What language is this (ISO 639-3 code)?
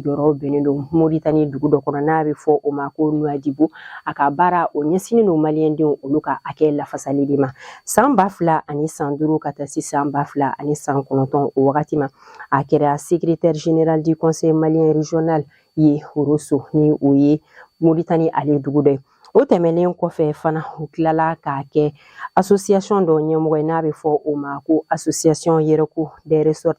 bam